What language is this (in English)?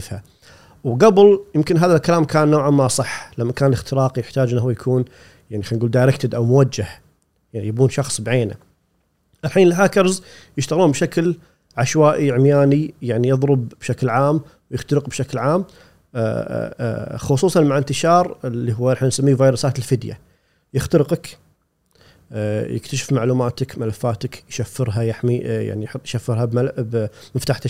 Gulf Arabic